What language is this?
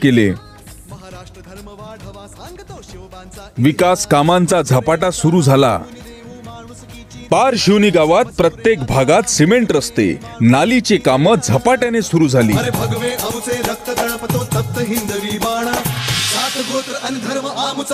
Marathi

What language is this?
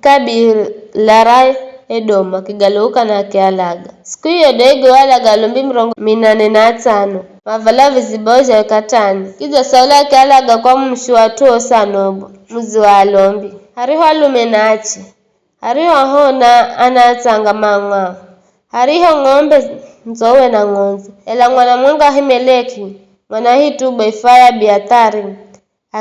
Giryama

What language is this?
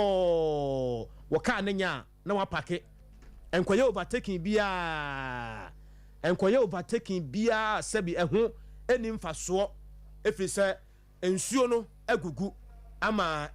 Akan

